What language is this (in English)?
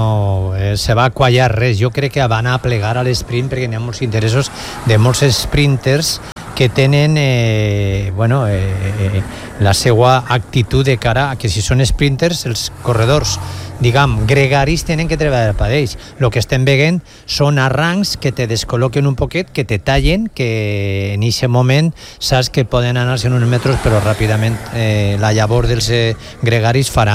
Catalan